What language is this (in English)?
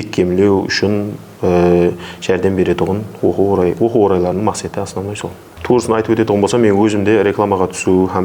Kara-Kalpak